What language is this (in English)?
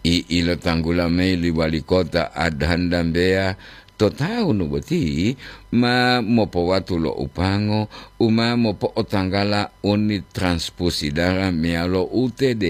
Gorontalo